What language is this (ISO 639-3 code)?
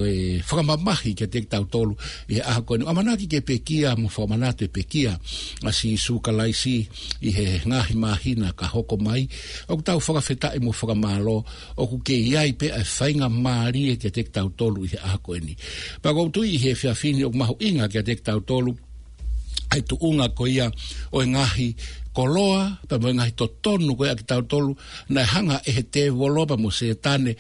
ton